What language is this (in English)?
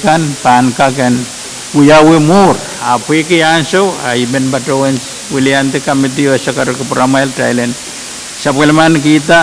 Pohnpeian